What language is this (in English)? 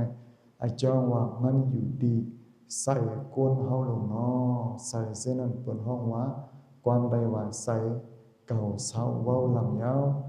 Shan